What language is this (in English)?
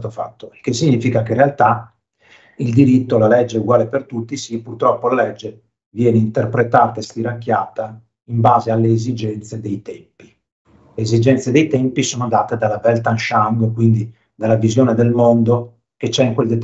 Italian